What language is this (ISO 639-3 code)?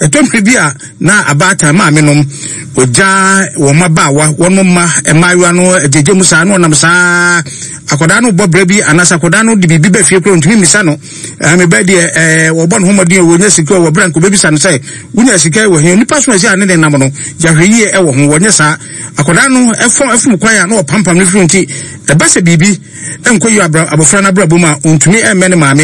aka